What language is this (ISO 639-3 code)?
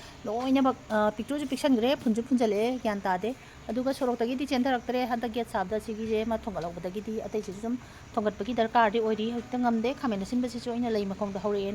mni